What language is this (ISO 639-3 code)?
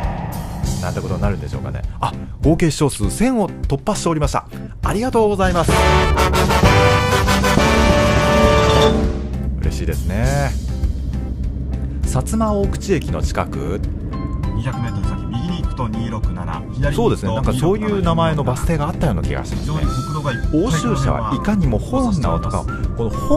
jpn